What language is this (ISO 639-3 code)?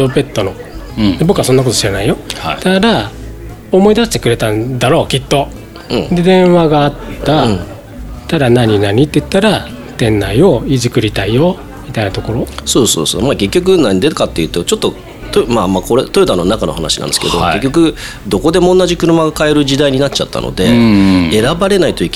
jpn